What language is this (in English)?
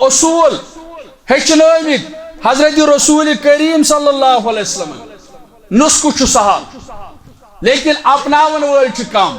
Kashmiri